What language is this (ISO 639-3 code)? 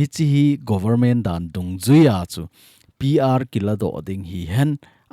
tcz